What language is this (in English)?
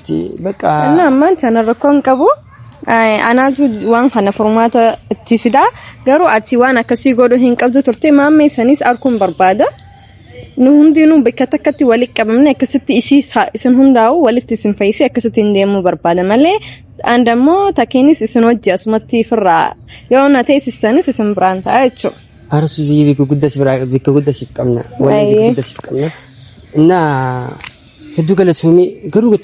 Oromo